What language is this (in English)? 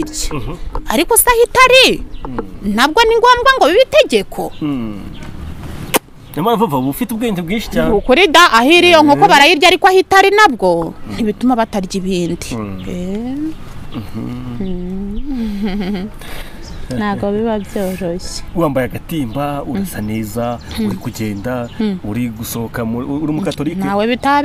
Kinyarwanda